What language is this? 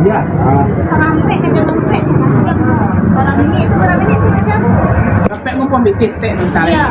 Minangkabau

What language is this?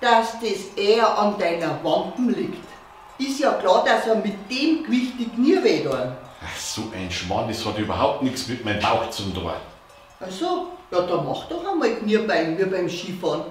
Bavarian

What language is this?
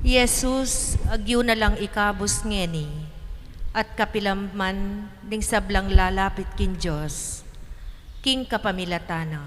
Pampanga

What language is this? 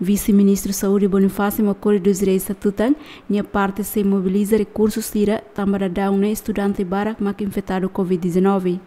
Tetum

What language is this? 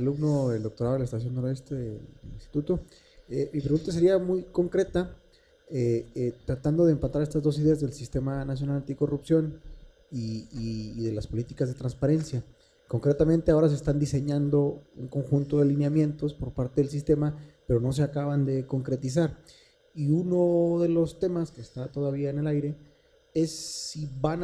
Spanish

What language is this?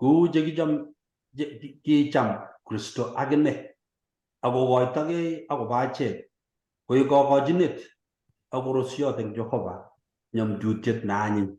Kalenjin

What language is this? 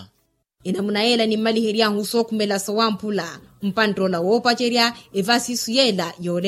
Makhuwa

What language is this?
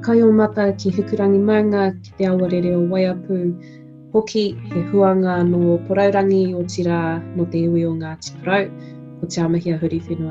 Māori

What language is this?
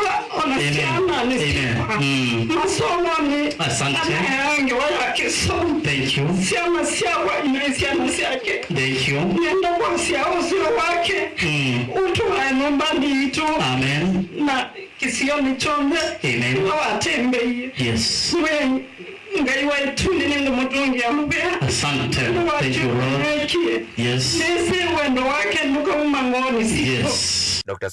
Kamba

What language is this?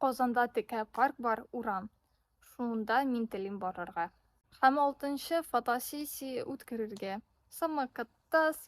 Tatar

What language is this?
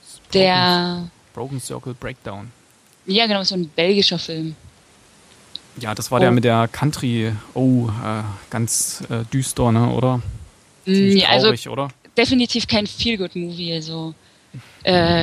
German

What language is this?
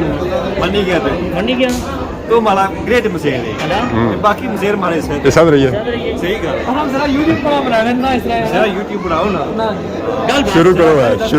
Pahari-Potwari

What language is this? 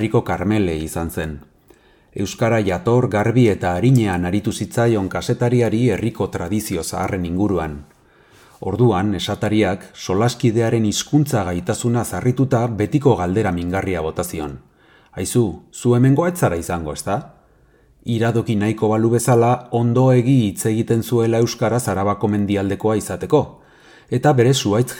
Basque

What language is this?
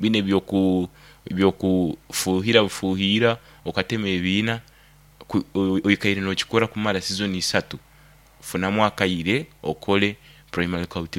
Nyoro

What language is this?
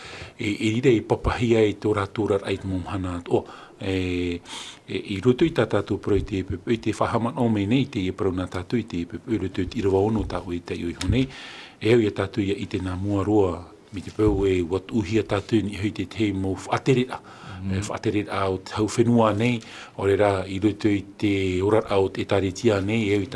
Tahitian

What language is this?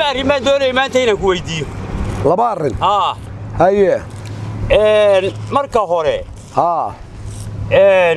Somali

